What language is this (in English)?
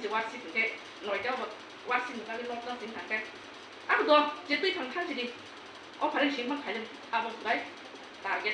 Kok Borok